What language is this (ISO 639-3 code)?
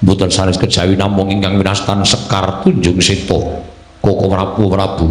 jav